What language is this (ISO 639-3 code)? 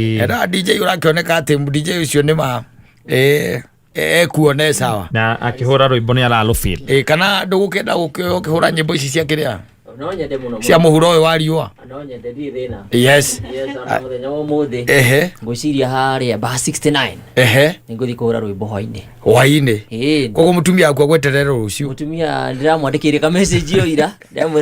kik